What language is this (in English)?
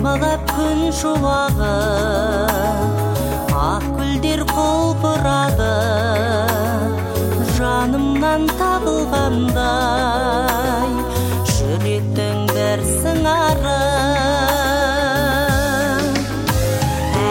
Kazakh